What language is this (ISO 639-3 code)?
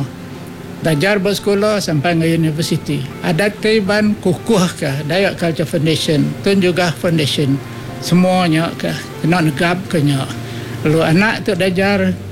iba